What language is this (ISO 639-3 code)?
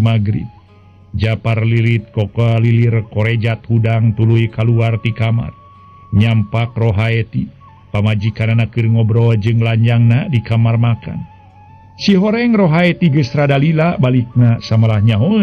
sun